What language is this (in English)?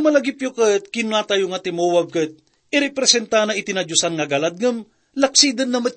Iloko